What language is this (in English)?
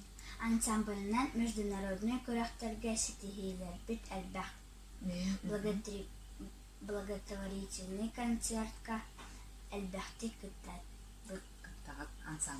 Yakut